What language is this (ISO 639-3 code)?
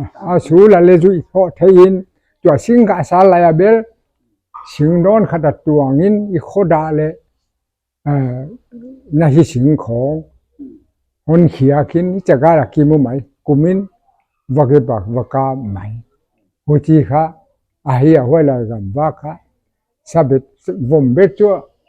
pck